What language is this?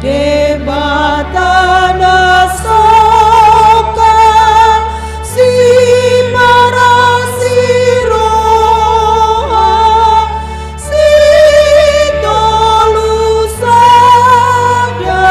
Batak Toba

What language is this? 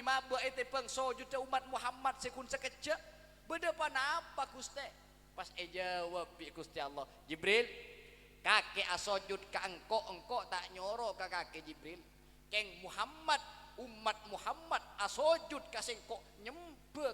Madurese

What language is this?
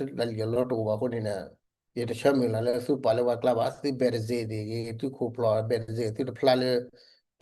S'gaw Karen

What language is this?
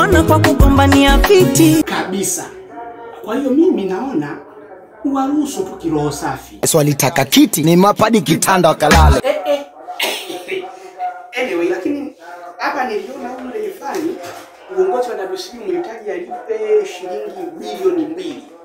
Swahili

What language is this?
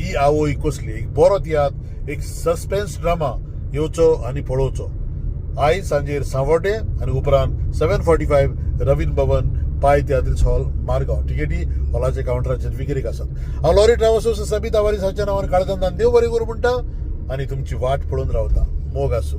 Konkani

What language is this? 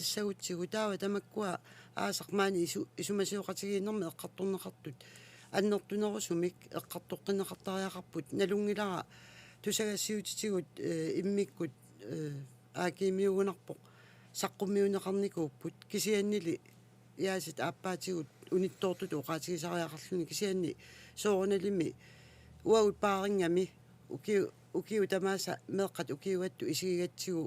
Kalaallisut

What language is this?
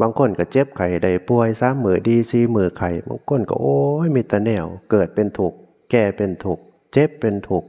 Northeastern Thai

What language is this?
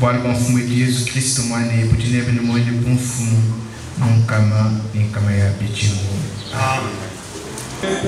Luba-Lulua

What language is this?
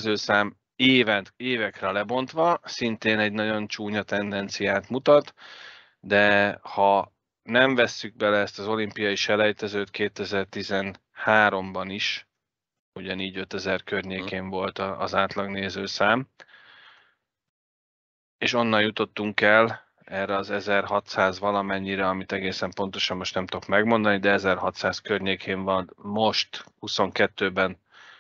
Hungarian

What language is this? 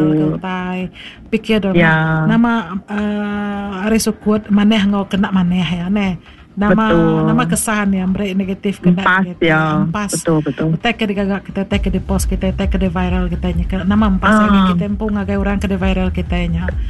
Iban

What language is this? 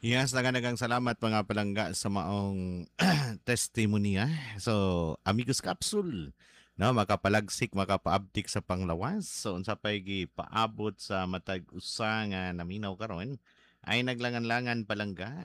Cebuano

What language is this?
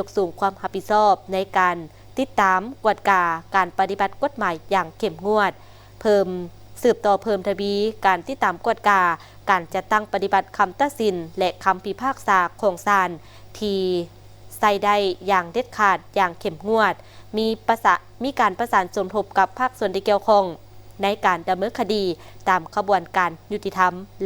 Lao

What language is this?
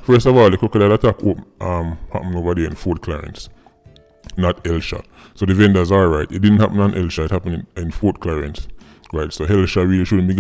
Jamaican Creole English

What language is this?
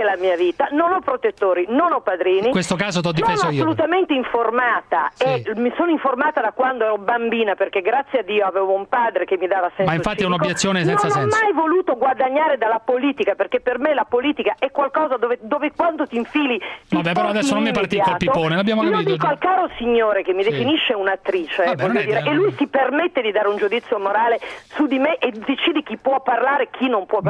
Italian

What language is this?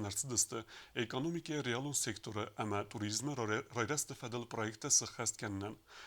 Ossetic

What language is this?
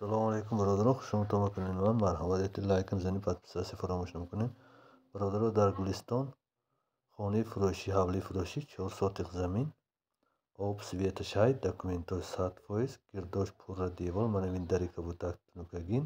Tajik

